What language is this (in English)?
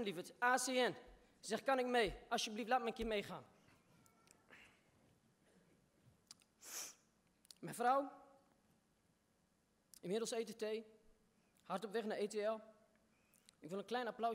Dutch